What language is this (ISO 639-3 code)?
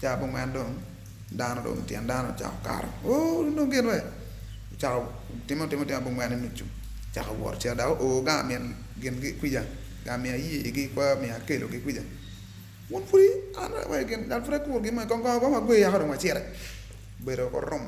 ach